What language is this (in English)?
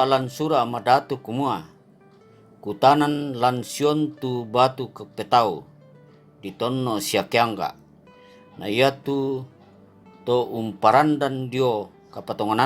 Toraja-Sa'dan